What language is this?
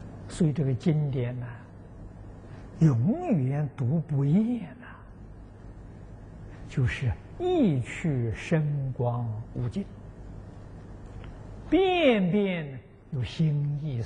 Chinese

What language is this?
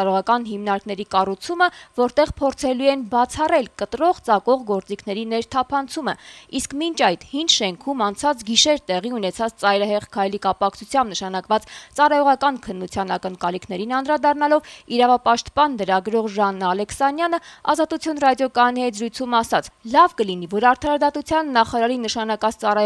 Armenian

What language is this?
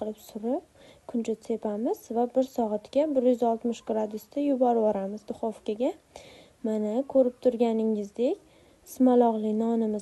Uzbek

